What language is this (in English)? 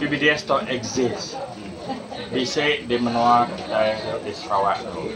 Iban